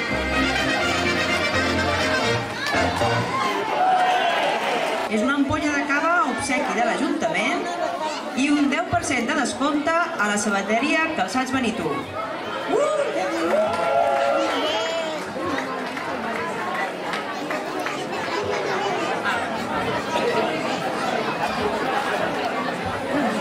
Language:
Catalan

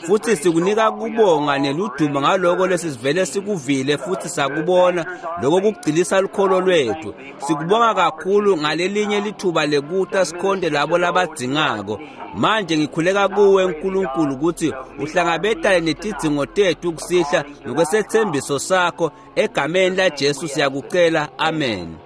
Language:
Swati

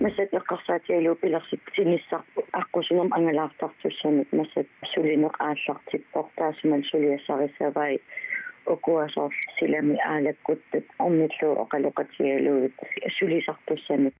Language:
Kalaallisut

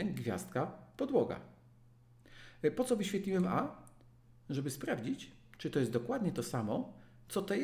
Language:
Polish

